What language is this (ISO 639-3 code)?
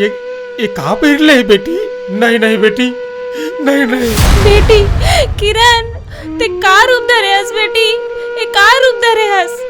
hne